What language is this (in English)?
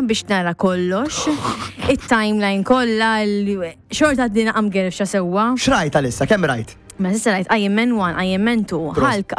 Maltese